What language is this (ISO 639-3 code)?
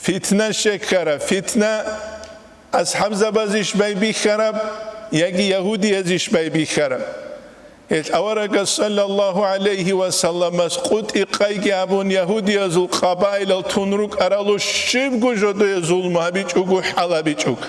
ava